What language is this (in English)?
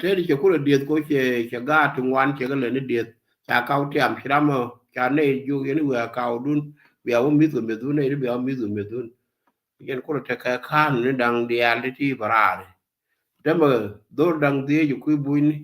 Nuer